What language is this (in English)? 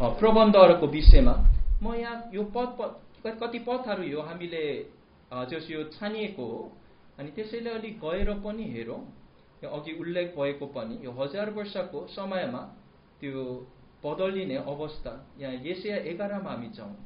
Nepali